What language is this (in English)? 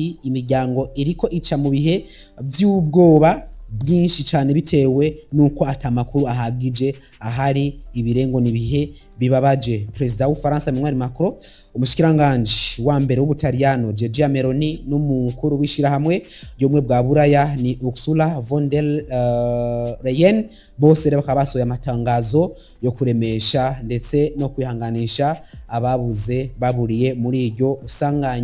Rundi